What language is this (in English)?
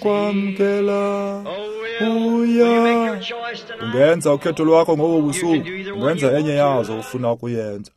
Xhosa